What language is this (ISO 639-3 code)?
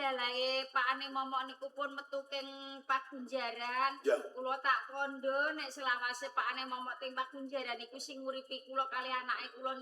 jav